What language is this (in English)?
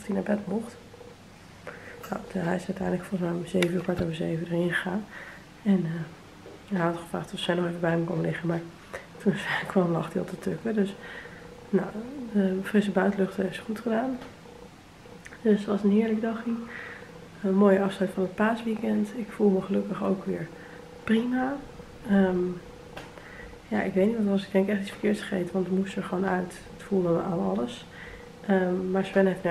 Dutch